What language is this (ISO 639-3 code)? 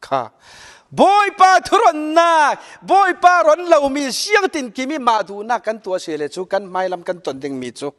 cfm